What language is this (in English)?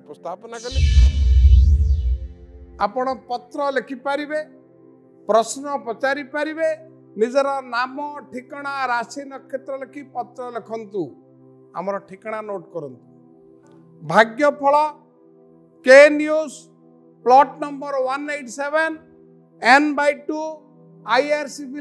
Odia